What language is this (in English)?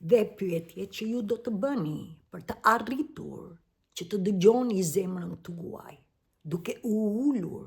Albanian